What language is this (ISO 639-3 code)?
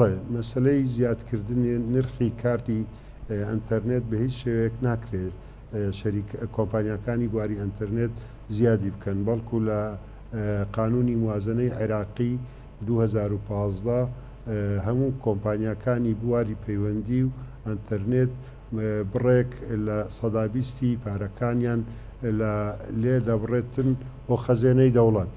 ckb